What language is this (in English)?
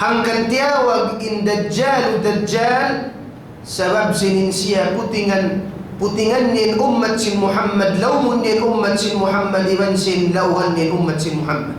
Tausug